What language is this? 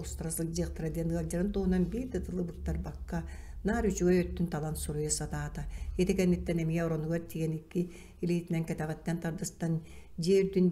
Yakut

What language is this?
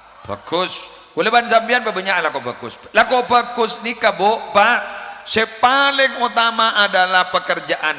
Madurese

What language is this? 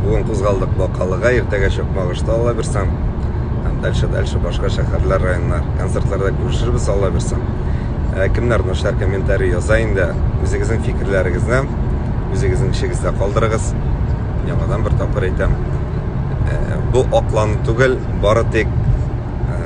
Tatar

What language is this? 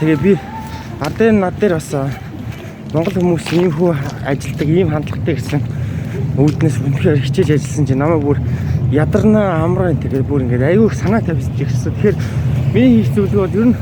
Mongolian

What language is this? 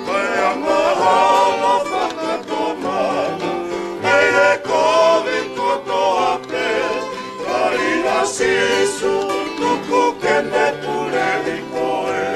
Tongan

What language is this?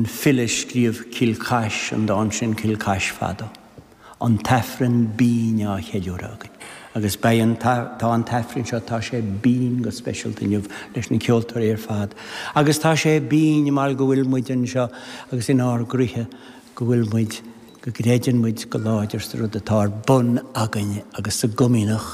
Irish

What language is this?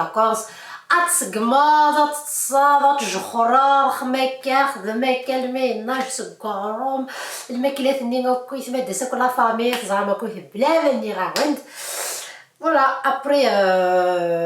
Kabyle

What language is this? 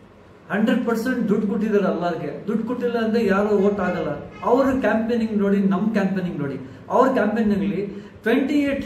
Kannada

